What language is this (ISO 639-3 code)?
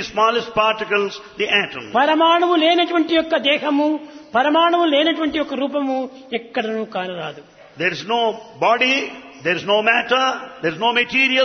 tel